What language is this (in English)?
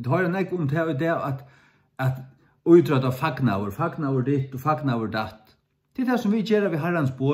Faroese